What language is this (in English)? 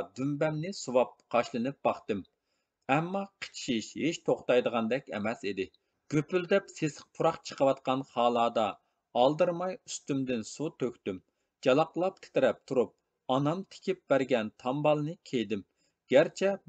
Uyghur